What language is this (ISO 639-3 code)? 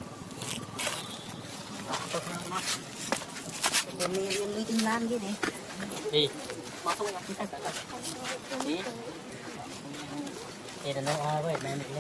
vie